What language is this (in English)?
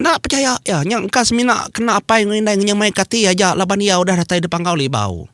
Iban